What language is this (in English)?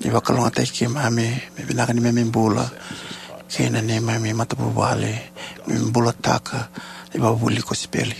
Fijian